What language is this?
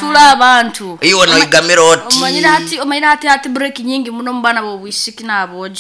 Nyankole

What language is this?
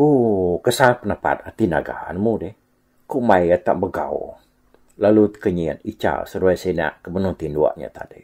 Iban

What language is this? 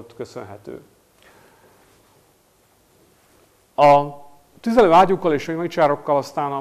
Hungarian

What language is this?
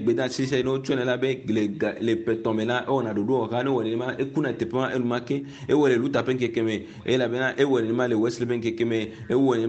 Ewe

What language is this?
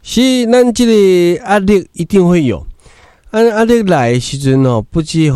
Min Nan Chinese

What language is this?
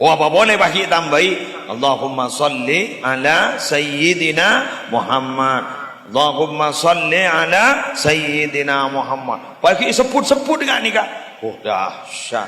Madurese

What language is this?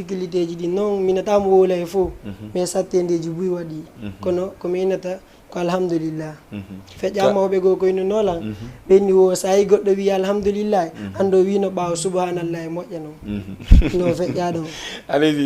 Fula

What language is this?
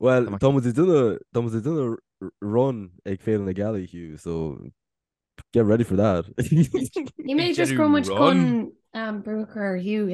Irish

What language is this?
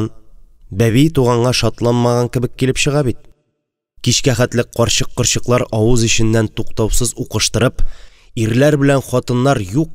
Tatar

